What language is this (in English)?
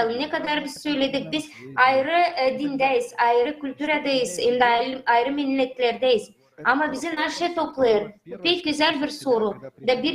Gagauz